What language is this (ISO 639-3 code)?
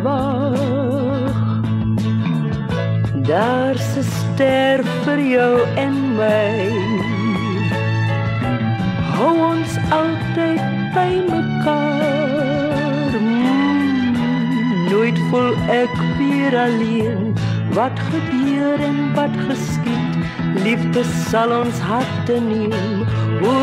afr